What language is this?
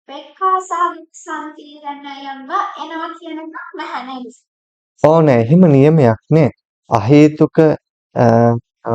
Sinhala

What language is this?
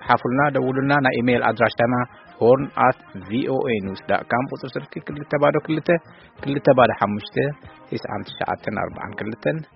Tigrinya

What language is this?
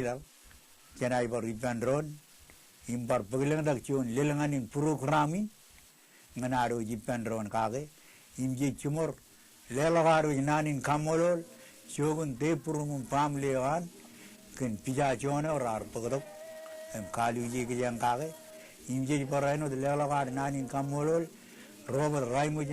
Marshallese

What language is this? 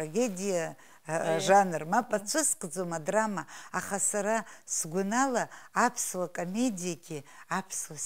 Abkhazian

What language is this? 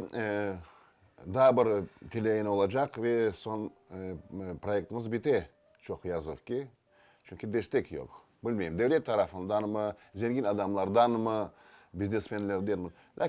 Crimean Tatar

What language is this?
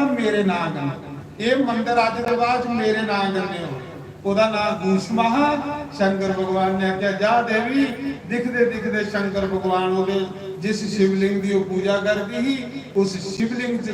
Dogri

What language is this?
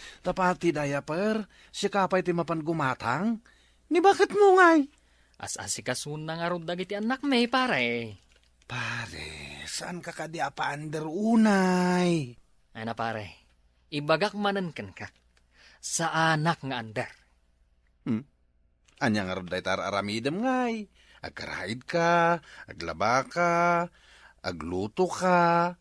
Iloko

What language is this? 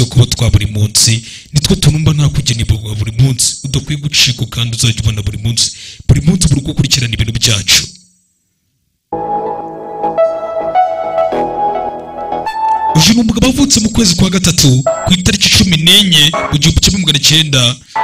Kinyarwanda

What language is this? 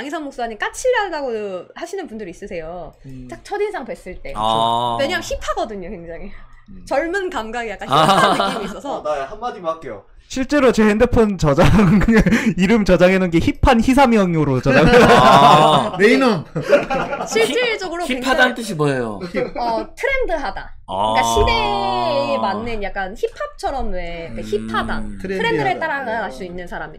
Korean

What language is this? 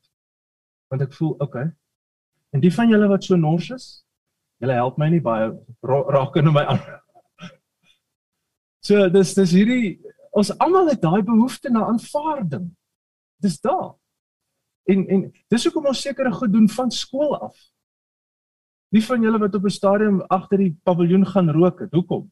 Afrikaans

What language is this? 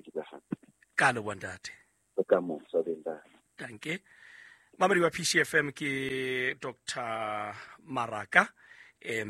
Southern Sotho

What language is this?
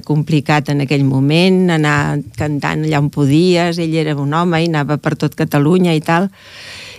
Catalan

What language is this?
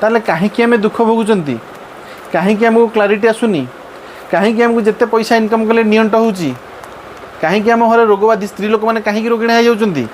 Odia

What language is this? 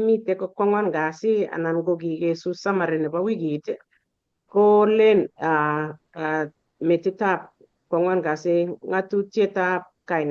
Kalenjin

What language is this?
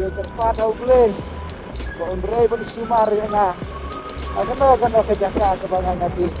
Khasi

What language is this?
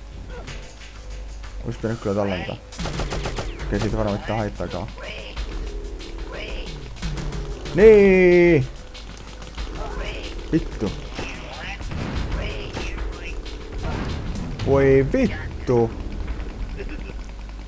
Finnish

